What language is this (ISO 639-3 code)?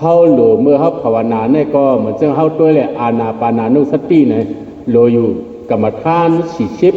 shn